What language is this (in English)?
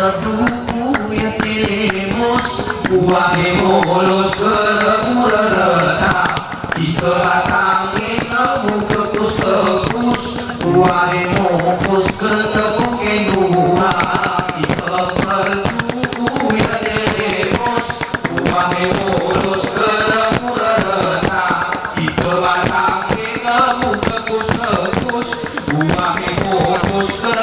Gayo